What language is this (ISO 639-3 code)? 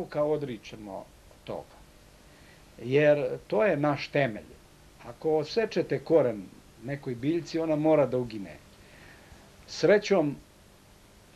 srp